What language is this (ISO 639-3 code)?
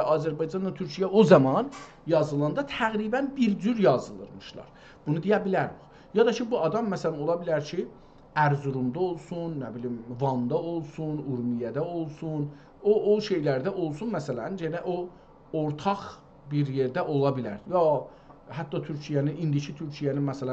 azb